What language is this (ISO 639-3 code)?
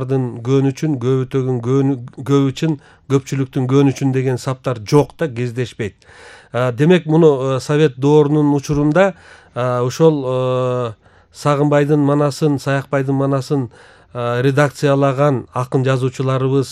kir